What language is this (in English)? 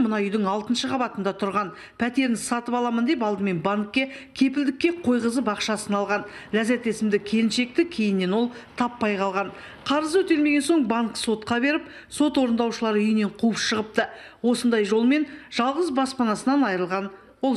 Kazakh